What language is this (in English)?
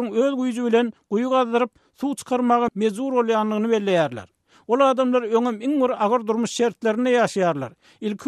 Turkmen